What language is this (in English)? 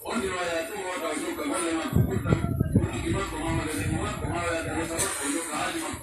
Pular